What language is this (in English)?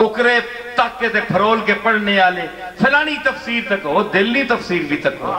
Western Panjabi